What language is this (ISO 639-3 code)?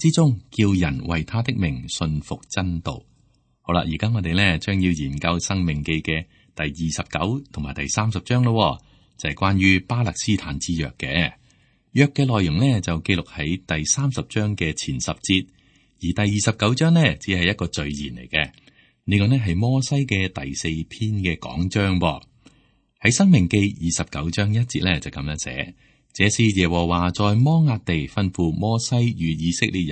yue